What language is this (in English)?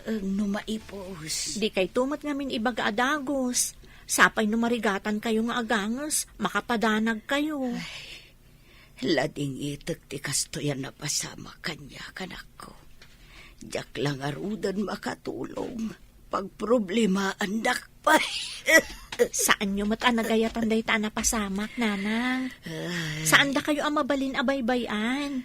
Iloko